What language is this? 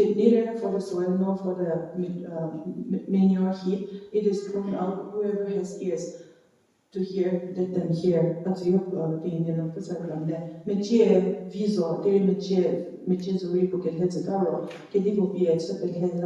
Angami Naga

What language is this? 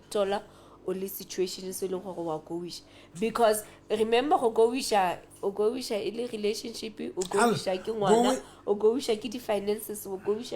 Southern Sotho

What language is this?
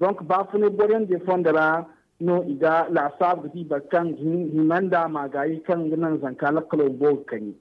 Zarma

